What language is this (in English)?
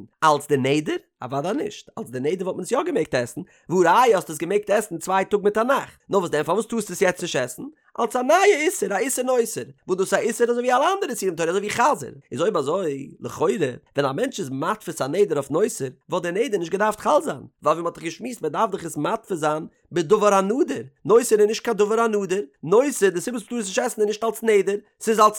Yiddish